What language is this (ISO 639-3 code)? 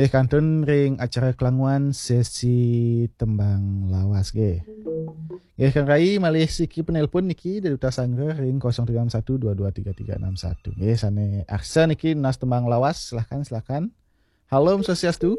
ban